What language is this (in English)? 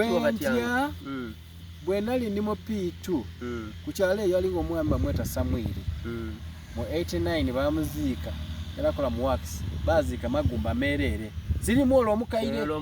Soga